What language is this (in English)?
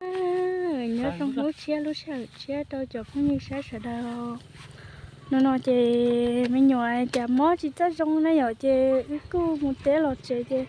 Hmong